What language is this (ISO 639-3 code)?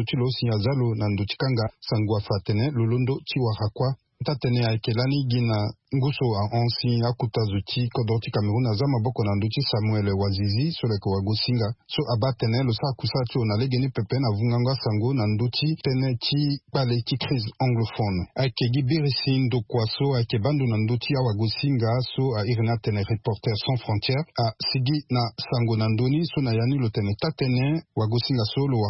sag